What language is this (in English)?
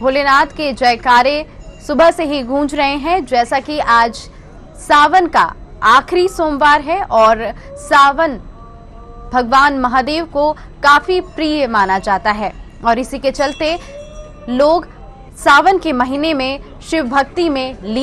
Hindi